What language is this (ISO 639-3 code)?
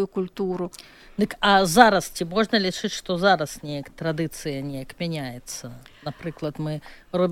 bel